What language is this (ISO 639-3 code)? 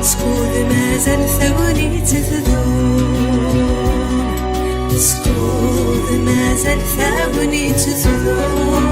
kab